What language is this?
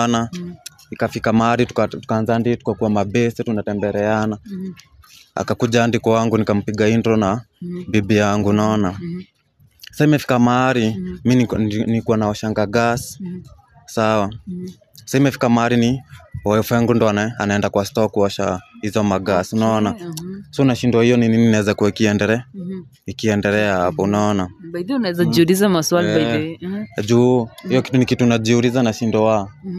Swahili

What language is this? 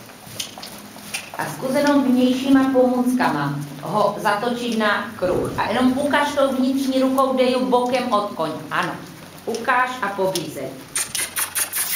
Czech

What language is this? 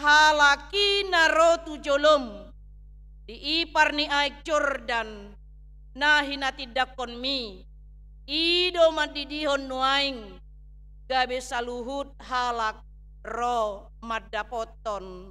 Batak Toba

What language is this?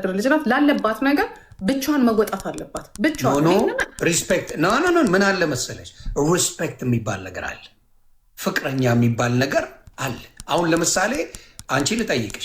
Amharic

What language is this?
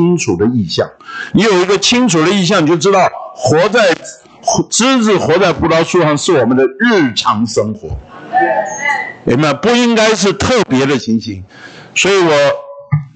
Chinese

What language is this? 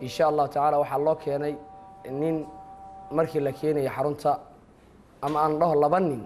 Somali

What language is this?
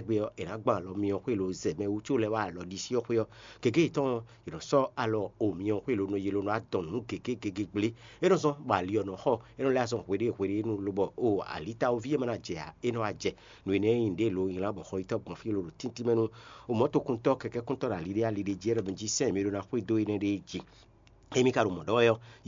Fon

